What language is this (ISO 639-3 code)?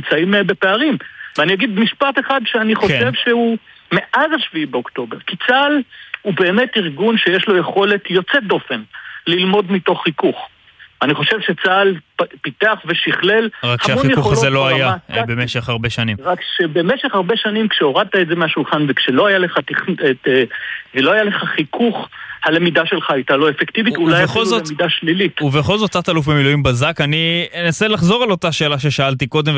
heb